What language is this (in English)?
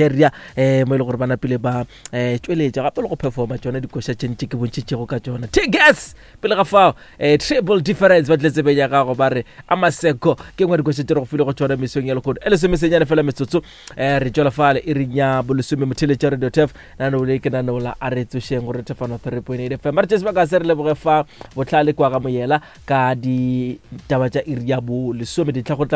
Northern Sotho